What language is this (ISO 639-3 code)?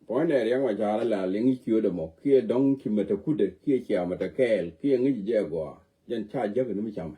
nus